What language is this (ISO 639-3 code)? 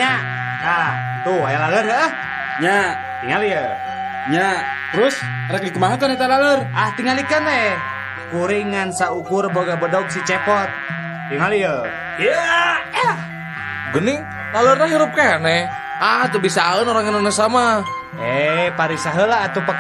sun